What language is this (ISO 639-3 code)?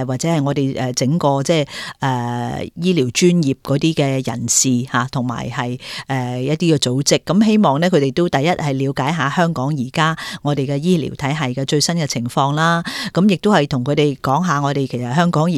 yue